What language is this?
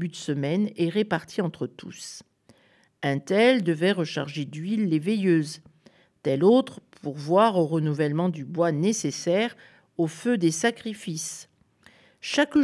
French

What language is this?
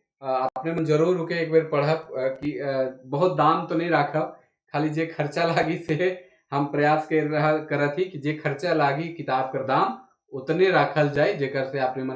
Sadri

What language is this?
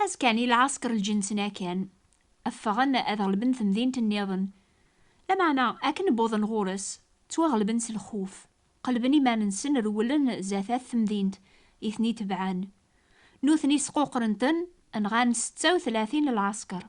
Kabyle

